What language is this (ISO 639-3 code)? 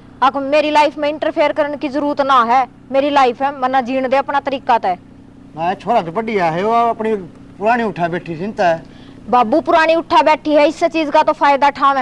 bgc